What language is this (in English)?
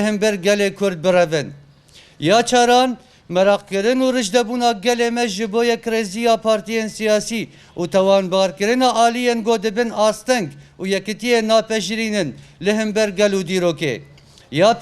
Kurdish